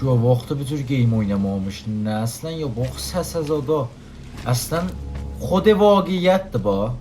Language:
South Azerbaijani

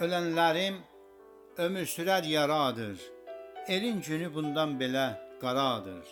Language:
South Azerbaijani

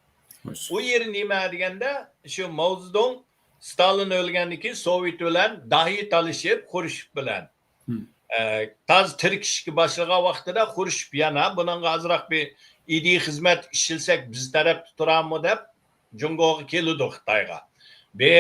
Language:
Uyghur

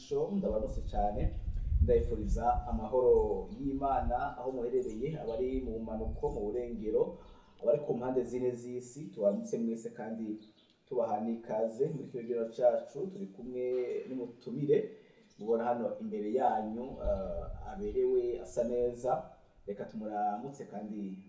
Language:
Rundi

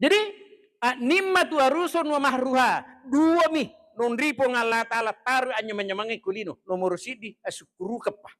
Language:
Buginese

